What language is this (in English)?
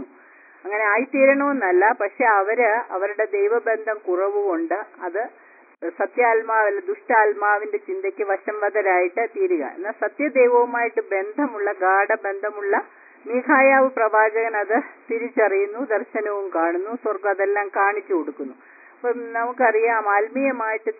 Malayalam